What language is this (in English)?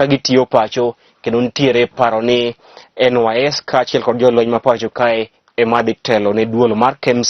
Luo (Kenya and Tanzania)